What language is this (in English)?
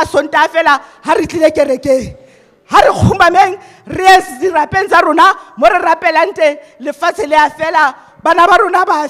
Southern Sotho